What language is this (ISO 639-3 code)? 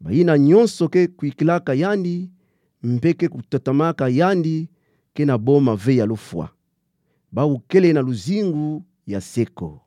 ktu